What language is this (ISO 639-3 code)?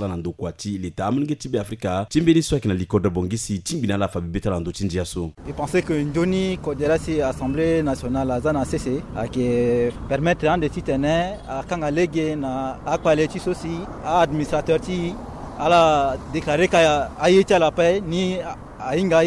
sag